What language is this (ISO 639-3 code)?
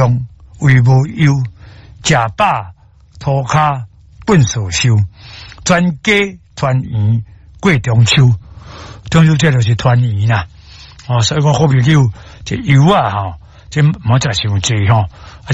nan